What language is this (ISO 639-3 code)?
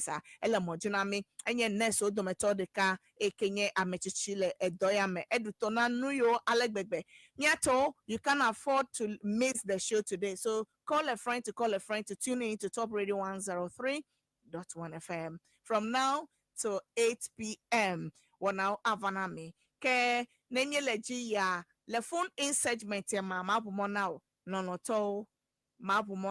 ewe